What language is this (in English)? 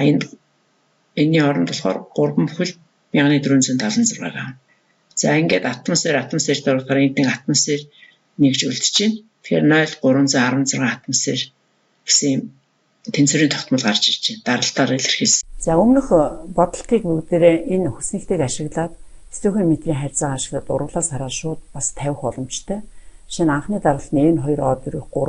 Mongolian